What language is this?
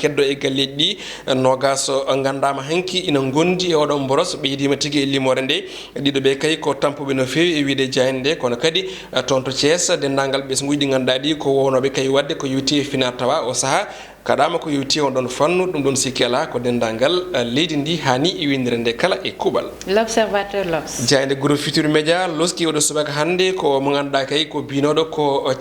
Fula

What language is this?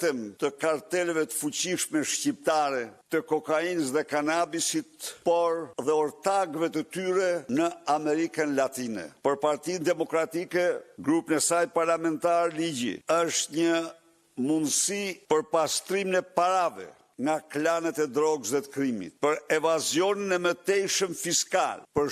Albanian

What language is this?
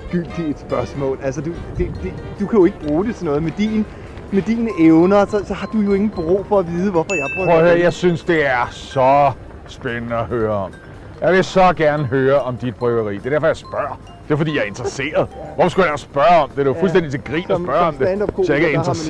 Danish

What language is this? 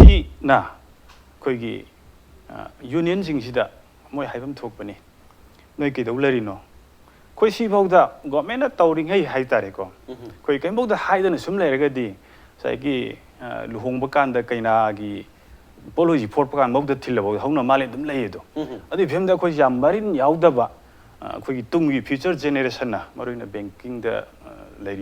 Manipuri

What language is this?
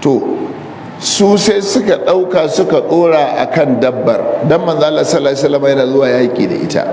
Hausa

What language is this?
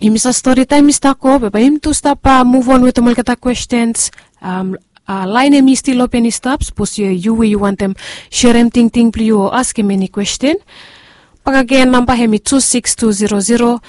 Bislama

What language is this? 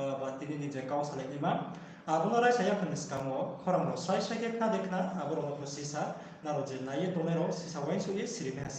Riang (India)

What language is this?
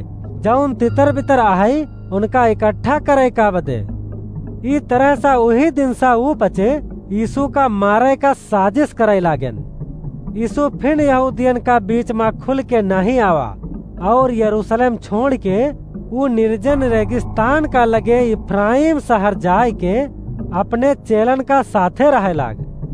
Awadhi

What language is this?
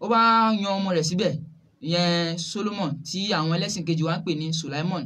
Yoruba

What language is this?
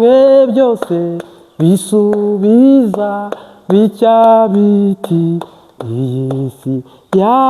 Kinyarwanda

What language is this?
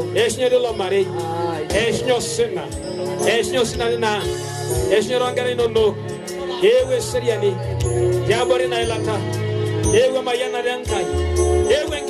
Masai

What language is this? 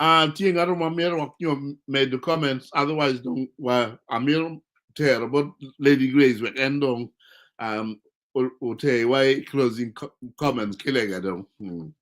Acoli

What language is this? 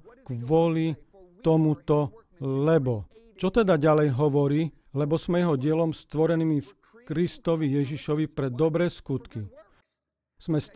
Slovak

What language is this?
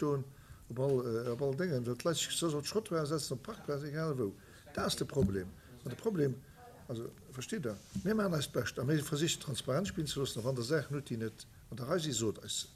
Luxembourgish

